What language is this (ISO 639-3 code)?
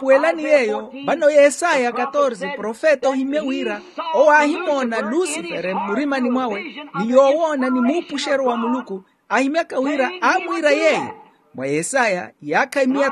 vmw